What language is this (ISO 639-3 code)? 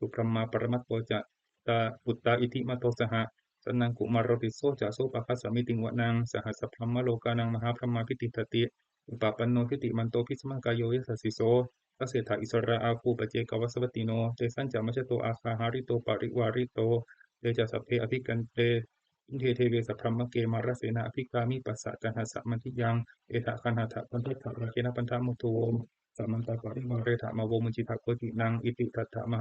pli